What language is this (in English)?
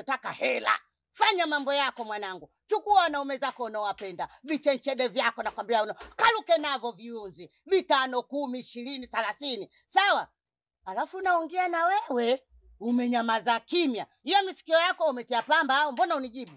Swahili